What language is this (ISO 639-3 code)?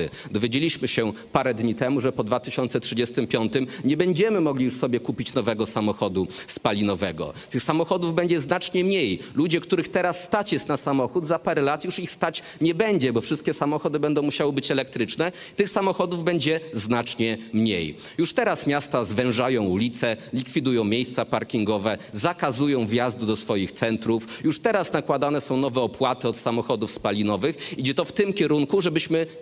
pol